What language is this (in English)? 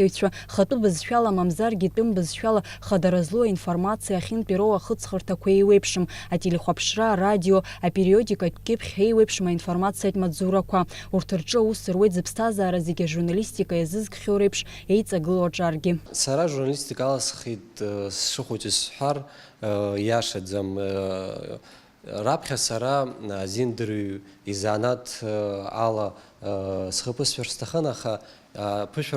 Abkhazian